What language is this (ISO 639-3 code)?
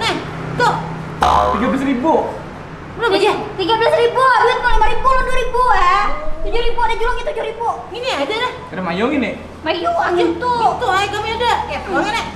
bjn